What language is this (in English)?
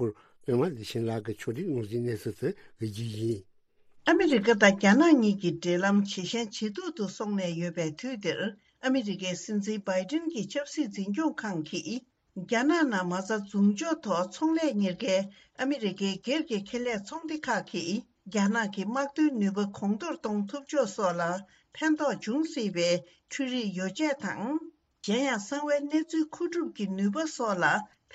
Tibetan